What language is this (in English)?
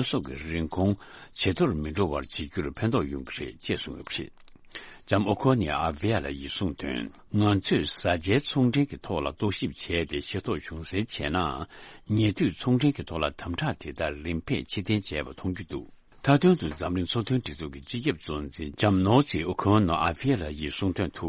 Tibetan